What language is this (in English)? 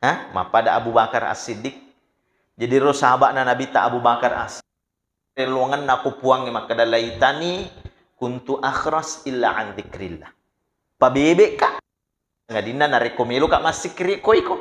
Buginese